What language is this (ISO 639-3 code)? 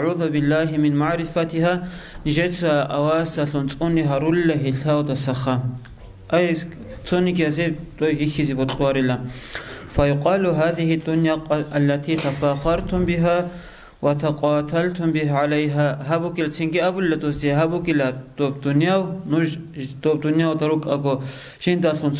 ava